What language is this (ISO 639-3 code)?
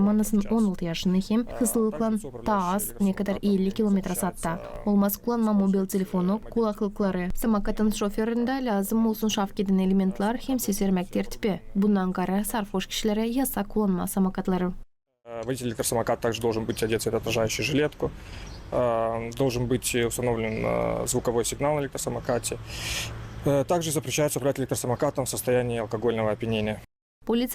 gag